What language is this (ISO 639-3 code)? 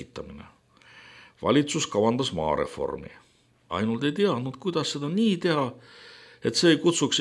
est